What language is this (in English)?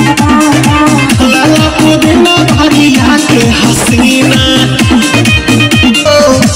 Bhojpuri